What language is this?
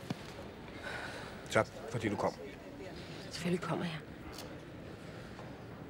Danish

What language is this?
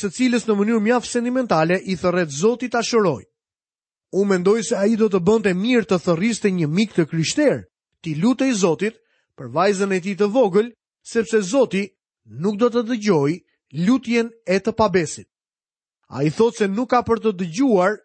Albanian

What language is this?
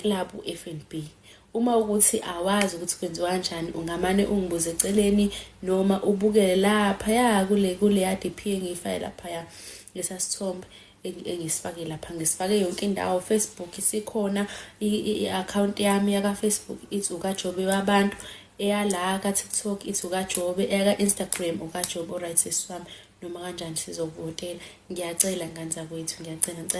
Zulu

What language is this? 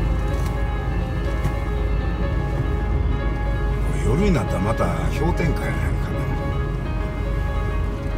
Japanese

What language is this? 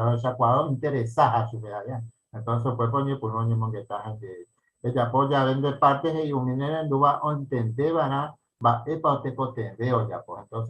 Guarani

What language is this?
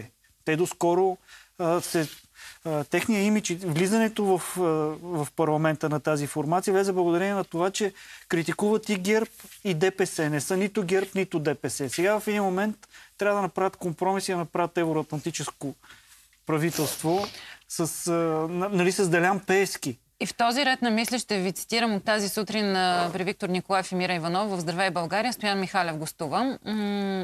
Bulgarian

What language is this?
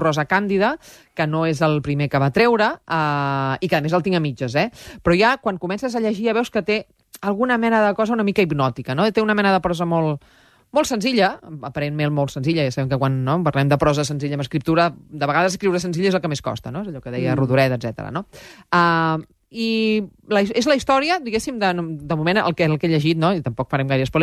Catalan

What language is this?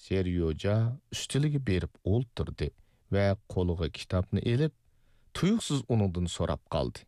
Uyghur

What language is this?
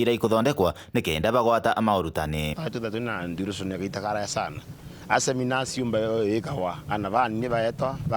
Meru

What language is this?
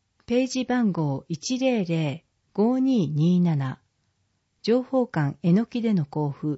Japanese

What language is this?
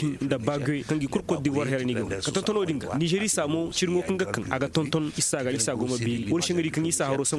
Koyraboro Senni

